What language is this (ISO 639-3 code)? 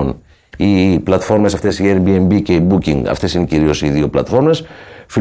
ell